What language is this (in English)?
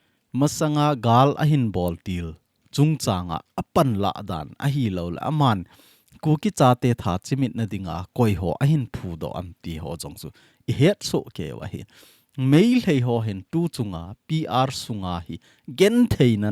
Thado Chin